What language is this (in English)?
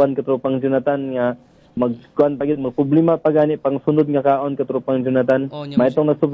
Cebuano